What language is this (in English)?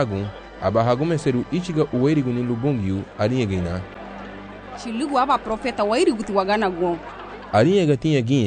Garifuna